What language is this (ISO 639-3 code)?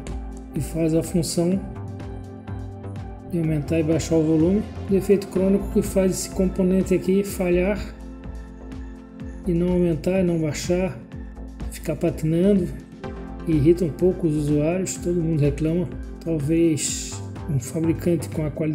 por